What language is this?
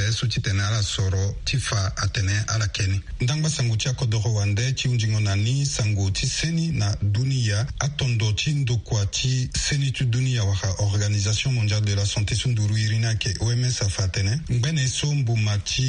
Sango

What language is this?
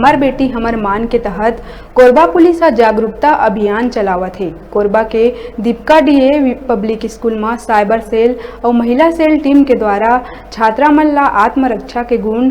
Chhattisgarhi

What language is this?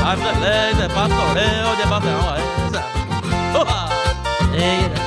Guarani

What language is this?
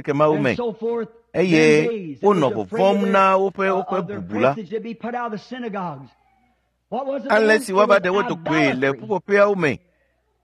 Ewe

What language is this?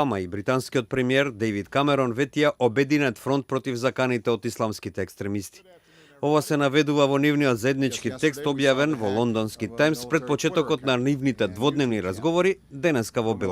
Macedonian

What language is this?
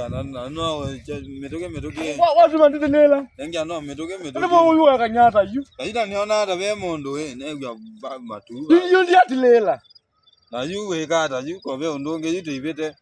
Kamba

